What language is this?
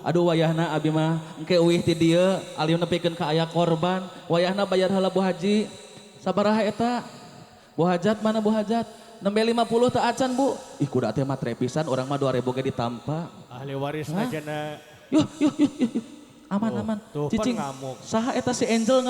Sundanese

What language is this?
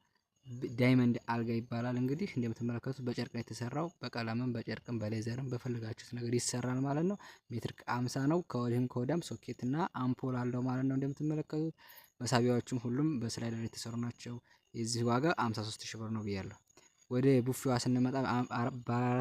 Amharic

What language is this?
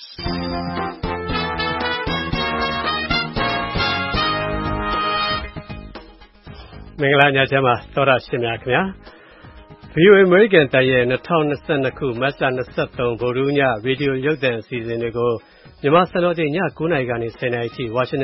Burmese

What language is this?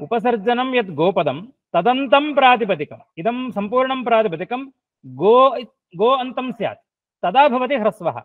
Sanskrit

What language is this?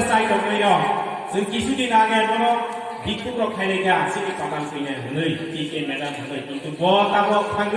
Kok Borok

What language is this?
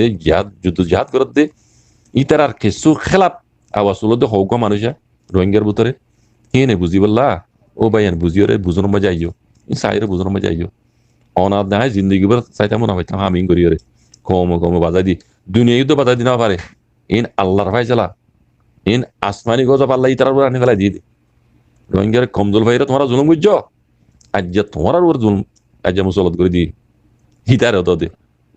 Rohingya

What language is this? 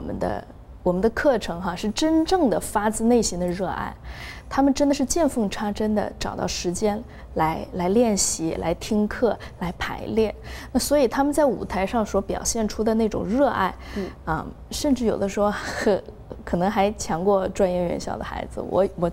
Chinese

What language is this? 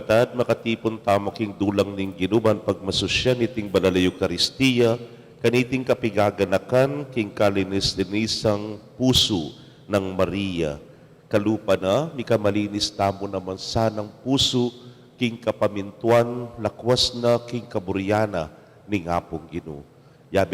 Pampanga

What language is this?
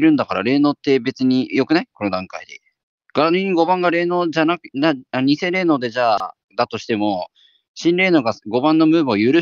Japanese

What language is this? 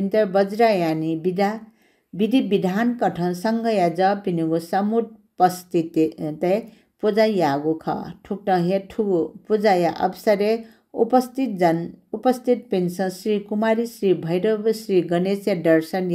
Newari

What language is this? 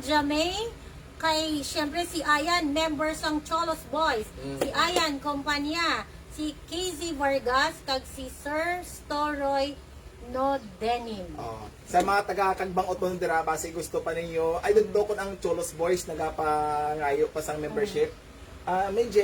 Hiligaynon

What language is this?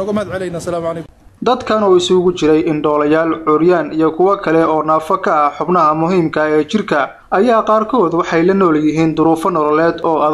Somali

